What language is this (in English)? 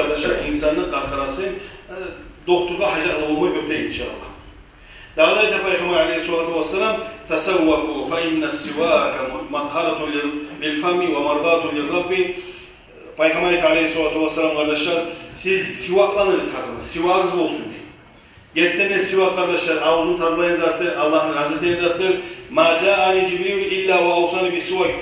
Kumyk